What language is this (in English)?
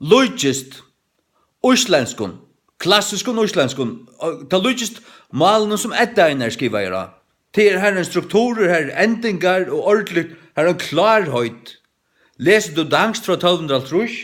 Faroese